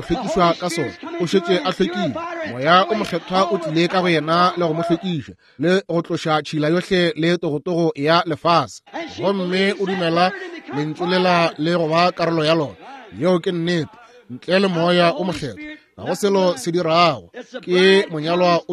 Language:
Northern Sotho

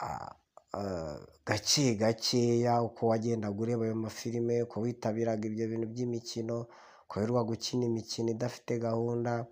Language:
Kinyarwanda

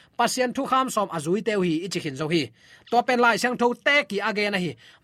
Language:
Tedim Chin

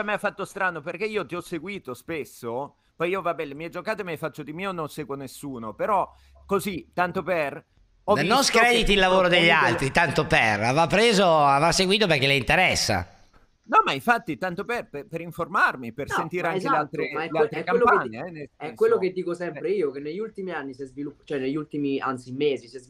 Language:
Italian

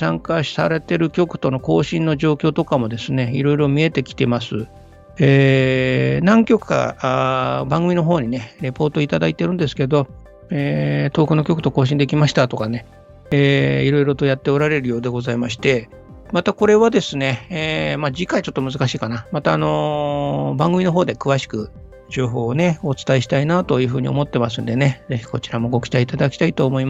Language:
Japanese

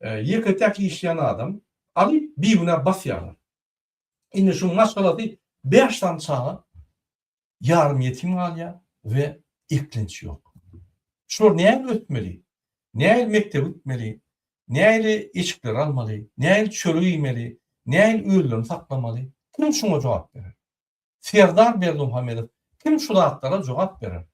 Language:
Turkmen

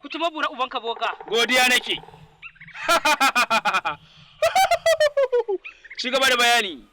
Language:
Hausa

